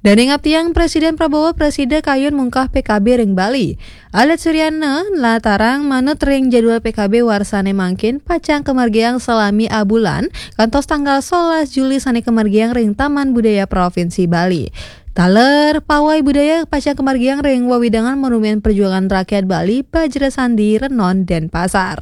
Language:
Balinese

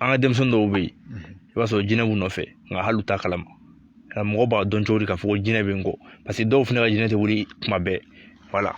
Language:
Bambara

